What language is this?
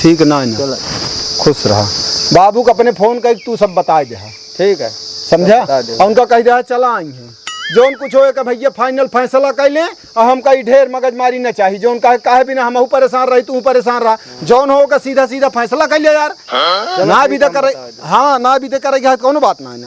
Awadhi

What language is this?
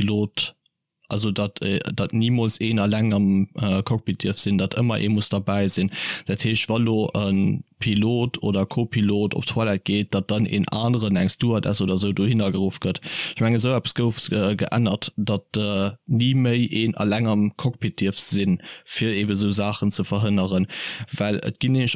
Luxembourgish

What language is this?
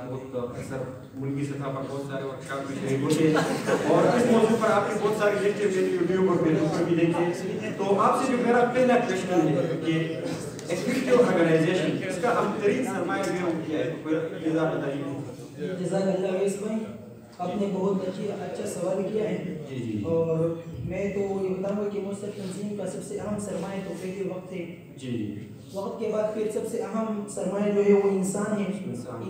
Urdu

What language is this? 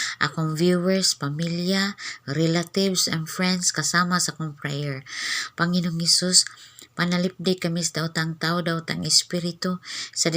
Cebuano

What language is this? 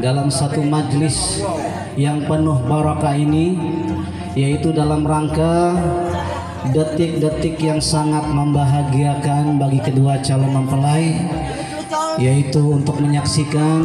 Betawi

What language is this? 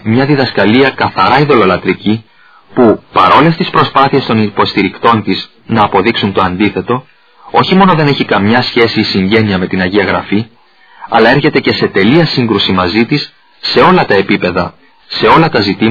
Greek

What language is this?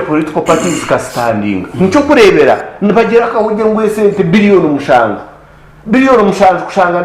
Nyankole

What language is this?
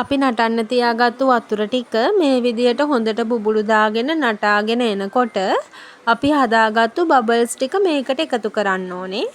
Sinhala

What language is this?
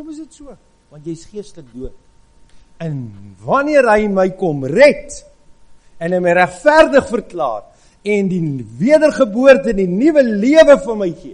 Afrikaans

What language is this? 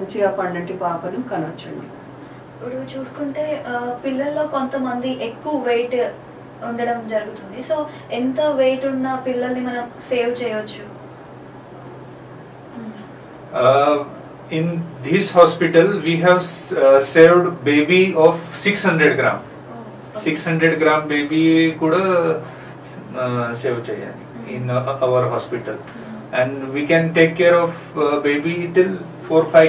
Telugu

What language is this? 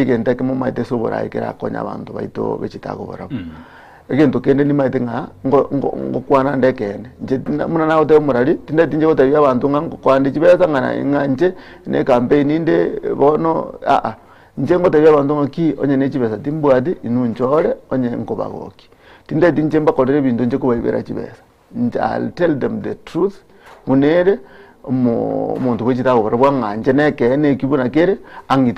Gusii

